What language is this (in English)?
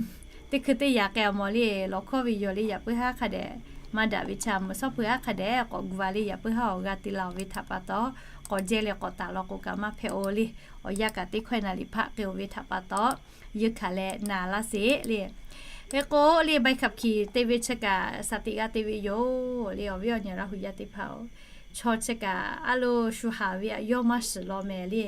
Lahu